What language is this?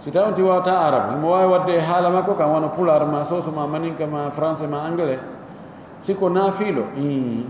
Pular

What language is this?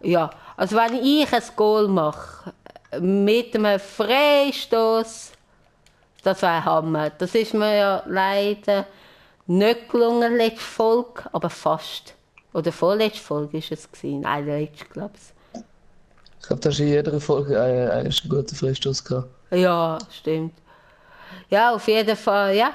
Swiss German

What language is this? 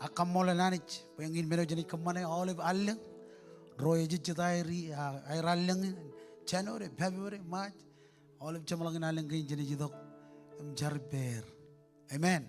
Marshallese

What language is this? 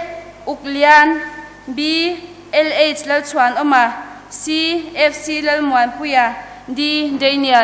Hakha Chin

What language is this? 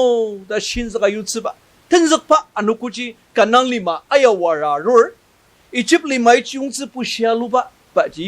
Ao Naga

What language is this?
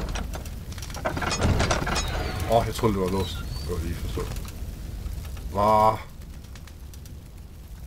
Danish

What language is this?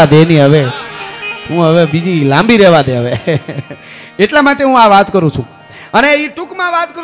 Gujarati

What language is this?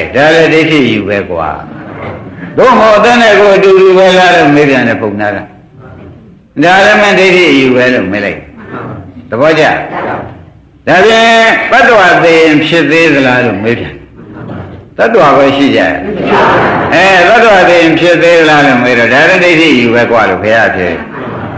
Burmese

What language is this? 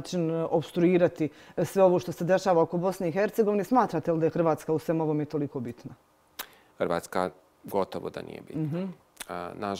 Bosnian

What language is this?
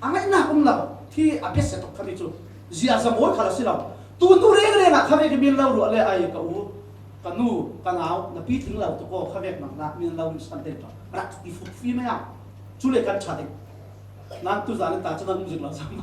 Falam Chin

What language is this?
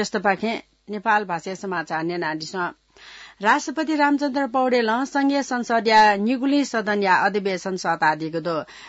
Newari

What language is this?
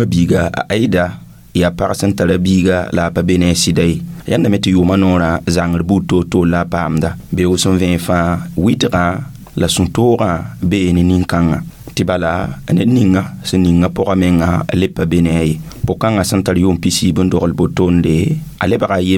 Mossi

